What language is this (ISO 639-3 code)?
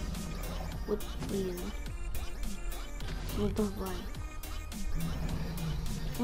rus